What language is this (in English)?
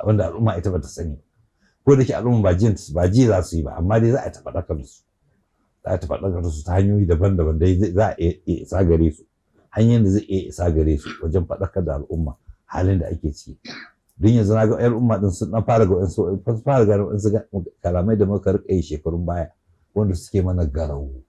Hausa